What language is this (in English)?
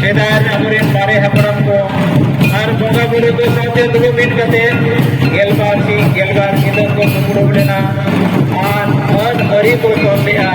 Santali